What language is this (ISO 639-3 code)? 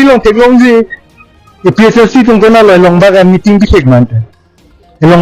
mjw